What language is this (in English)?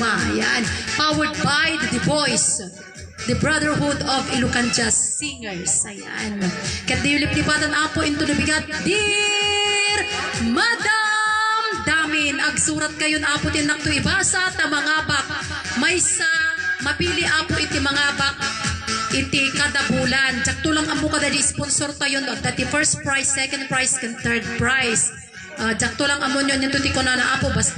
Iloko